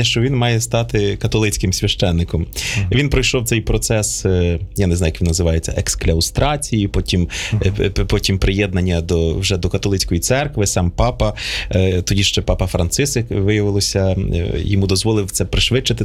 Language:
Ukrainian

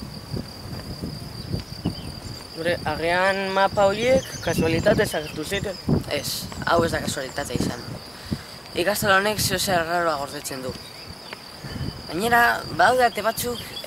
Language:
Basque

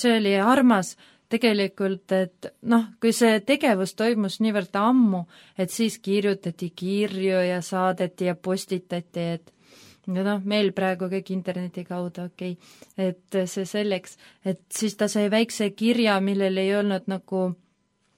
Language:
Estonian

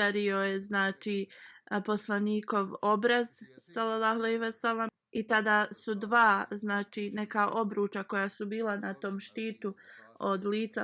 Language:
Bosnian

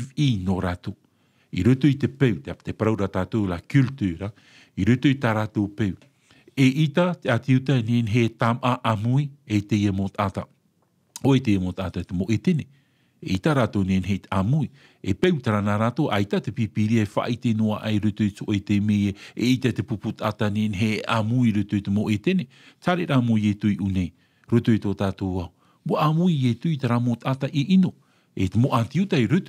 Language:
Tahitian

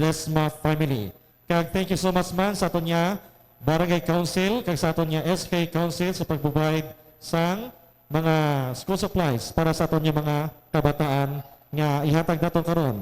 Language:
Hiligaynon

